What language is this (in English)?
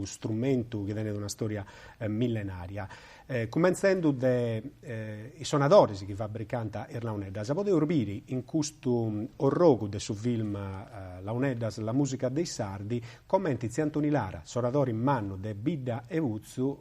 Sardinian